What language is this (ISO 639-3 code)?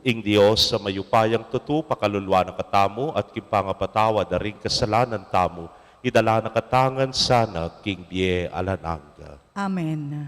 pam